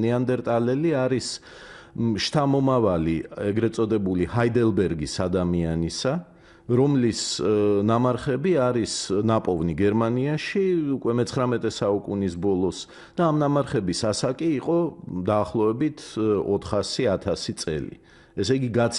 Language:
Georgian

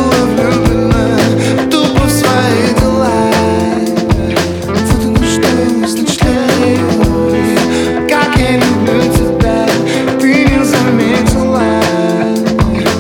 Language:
Russian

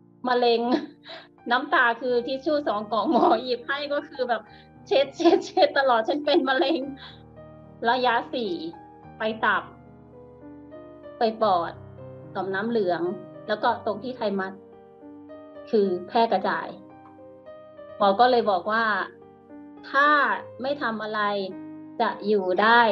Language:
Thai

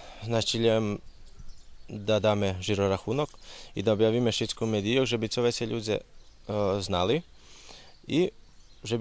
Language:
Rusyn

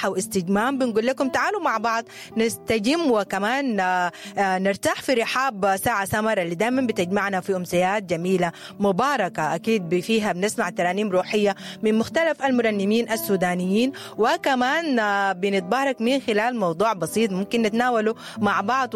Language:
Sudanese Arabic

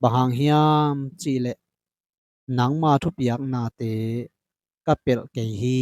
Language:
Tedim Chin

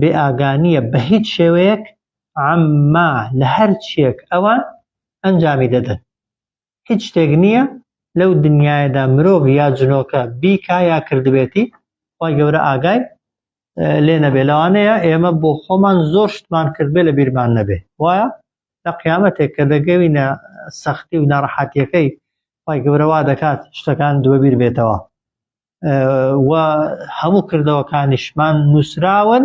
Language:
Central Kurdish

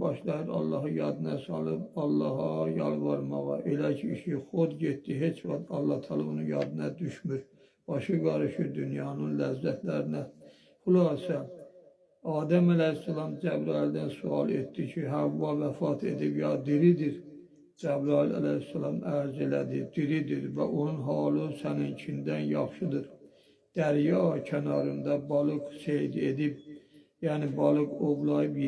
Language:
Azerbaijani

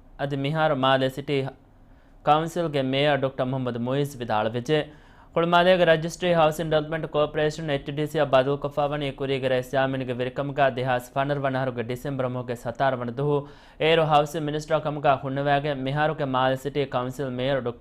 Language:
Divehi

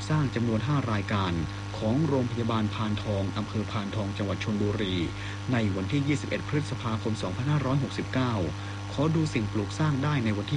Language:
Thai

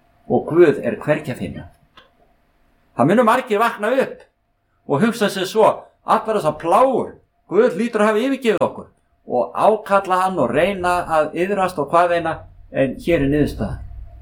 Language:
Icelandic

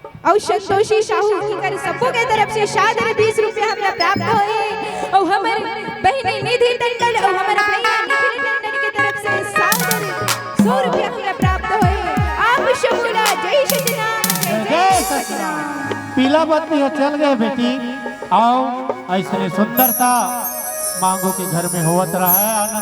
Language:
Chhattisgarhi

